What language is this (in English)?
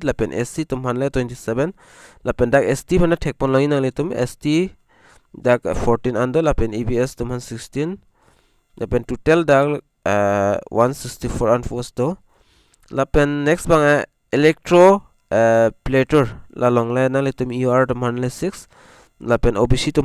Karbi